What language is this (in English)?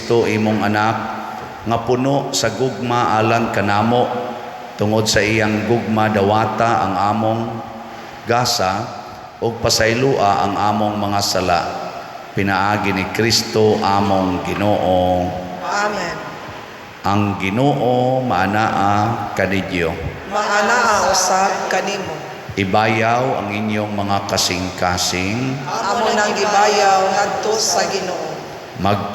Cebuano